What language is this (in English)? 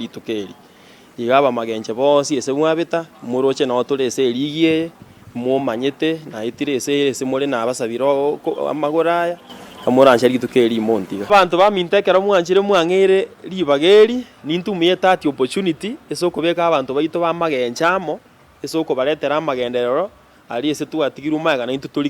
Gusii